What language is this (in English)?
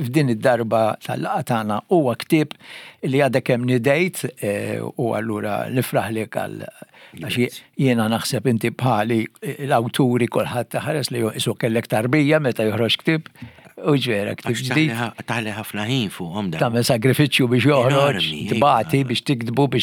Maltese